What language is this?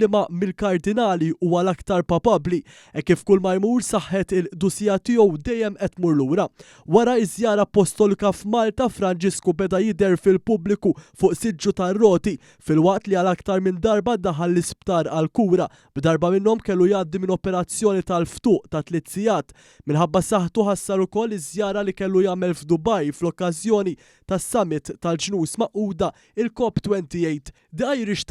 Maltese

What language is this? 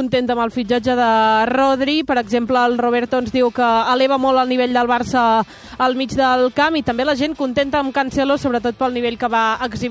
Catalan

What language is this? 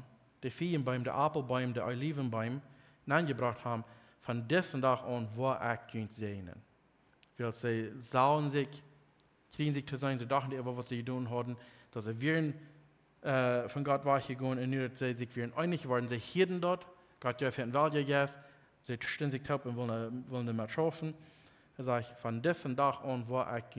Plautdietsch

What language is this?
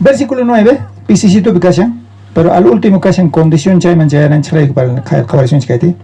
South Bolivian Quechua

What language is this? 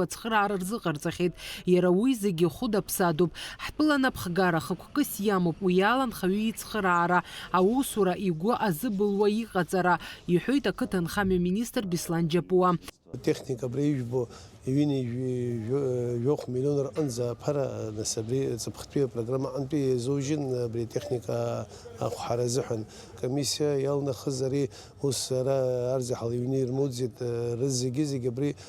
Abkhazian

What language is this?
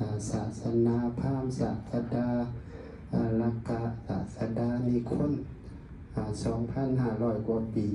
Lao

